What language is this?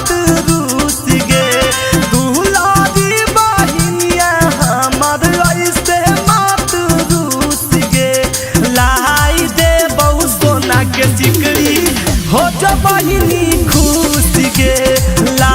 Magahi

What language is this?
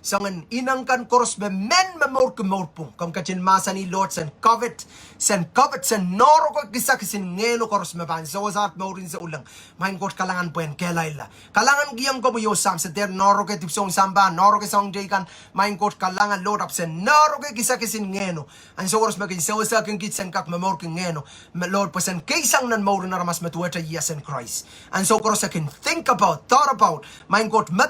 Pohnpeian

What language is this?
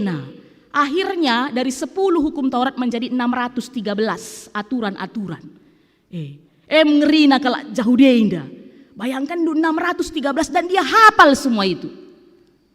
Batak Karo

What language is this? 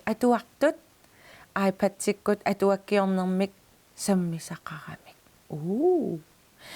Kalaallisut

